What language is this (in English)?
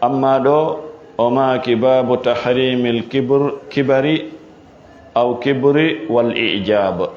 Fula